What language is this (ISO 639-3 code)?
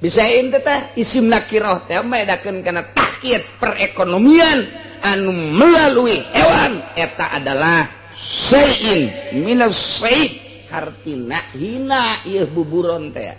sun